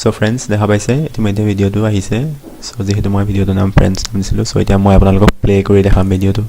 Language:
Assamese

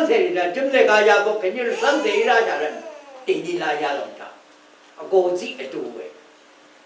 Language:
Rawang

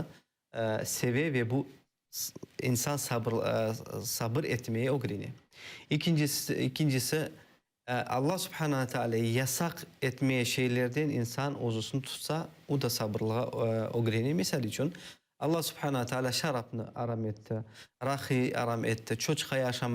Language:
Crimean Tatar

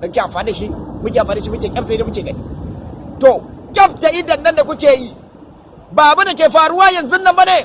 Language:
Hausa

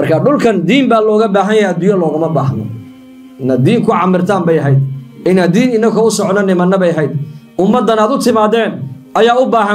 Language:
Somali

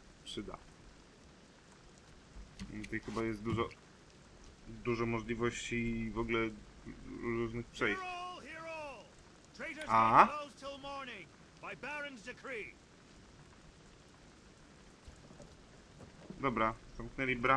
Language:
Polish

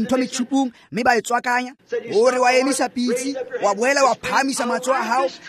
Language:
Tswana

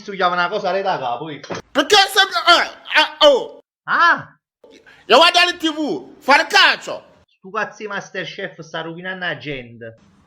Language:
Neapolitan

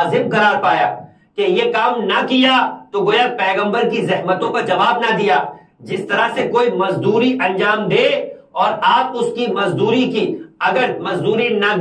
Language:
Urdu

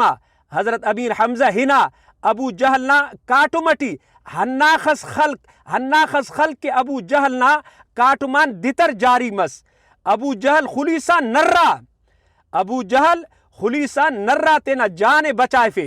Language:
Brahui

